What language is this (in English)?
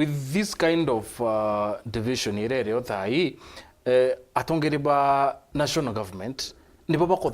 Meru